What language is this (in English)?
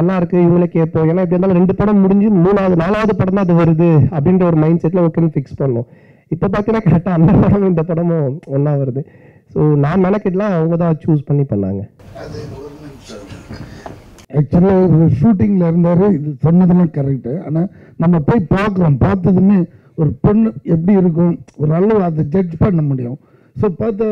Tamil